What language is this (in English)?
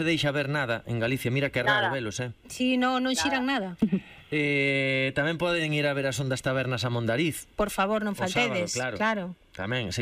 Galician